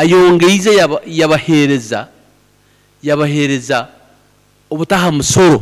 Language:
Nyoro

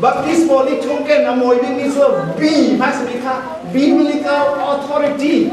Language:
Falam Chin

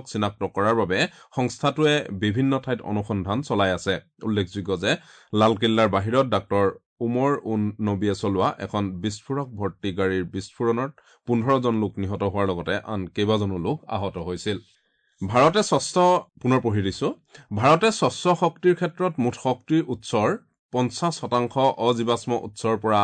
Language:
Assamese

